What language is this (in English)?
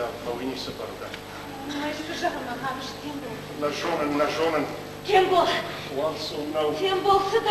Ossetic